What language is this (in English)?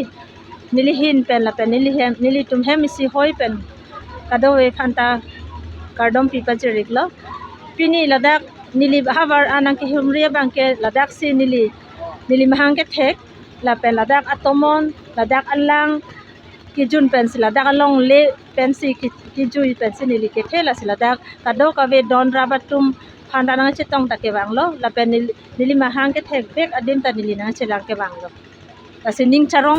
Karbi